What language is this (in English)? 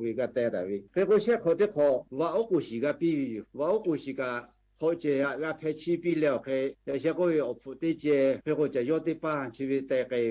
Lahu